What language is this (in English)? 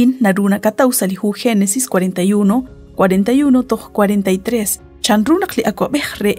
Kekchí